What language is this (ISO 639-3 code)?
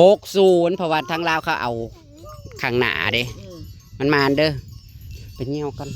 tts